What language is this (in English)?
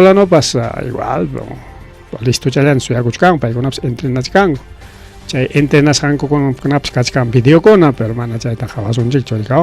Ayacucho Quechua